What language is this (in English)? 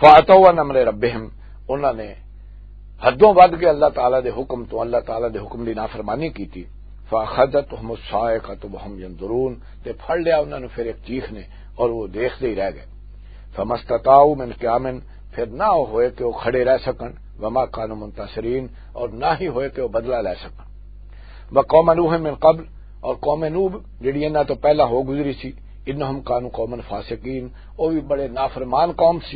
Western Panjabi